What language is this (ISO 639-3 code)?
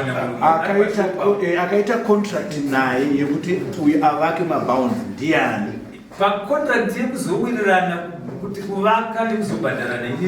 sna